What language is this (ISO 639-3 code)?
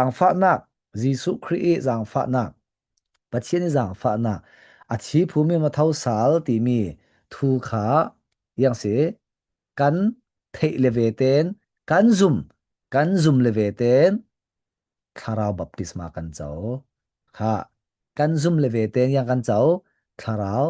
cfm